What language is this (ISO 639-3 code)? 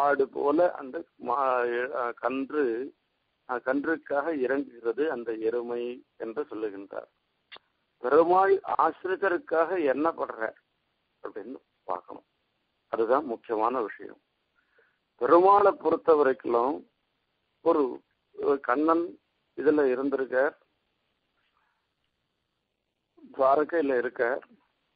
tam